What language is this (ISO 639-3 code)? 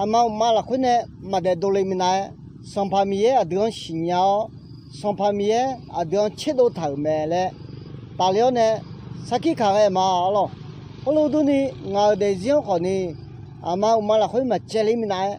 ahk